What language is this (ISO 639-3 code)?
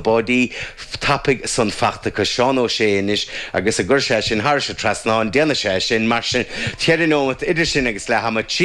gle